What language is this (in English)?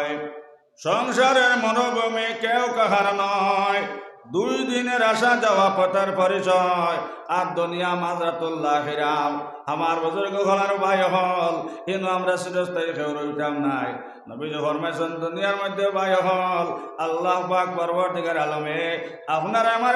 Sylheti